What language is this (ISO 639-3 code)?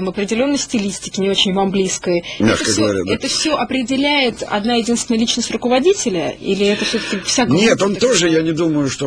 rus